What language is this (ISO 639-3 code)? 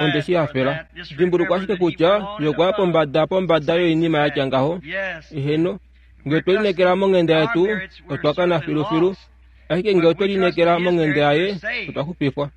kua